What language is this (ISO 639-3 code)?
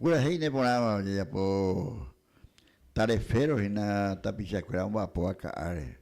grn